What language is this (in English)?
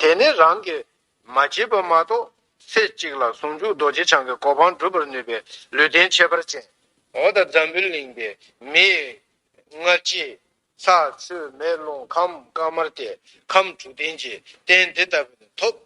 Tibetan